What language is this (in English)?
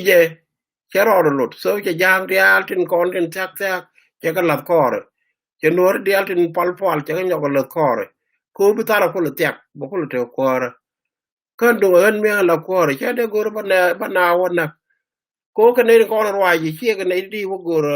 Nuer